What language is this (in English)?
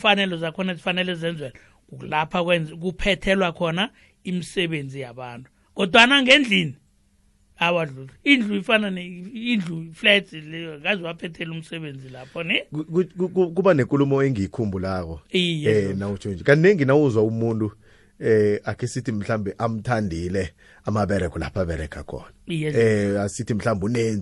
South Ndebele